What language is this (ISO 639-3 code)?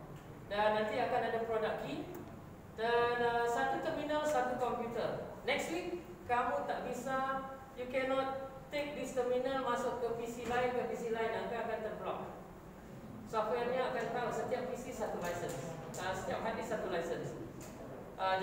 msa